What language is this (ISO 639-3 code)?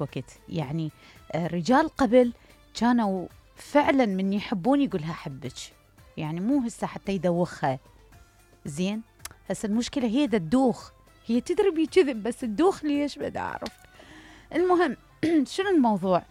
acm